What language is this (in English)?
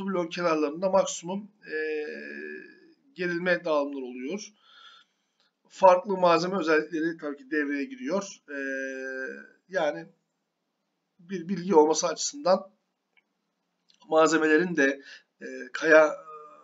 Turkish